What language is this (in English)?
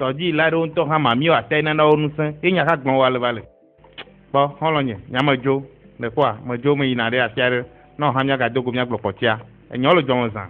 Ewe